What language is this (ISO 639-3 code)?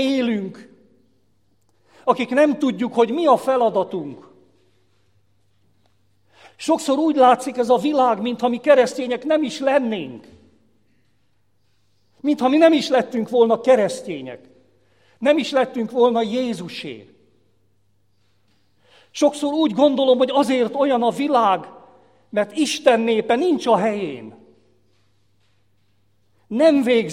hun